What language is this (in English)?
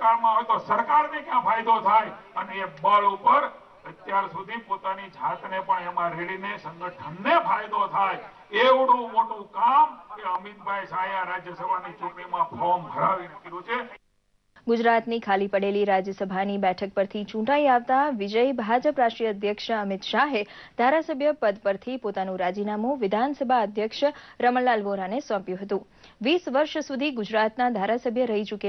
Gujarati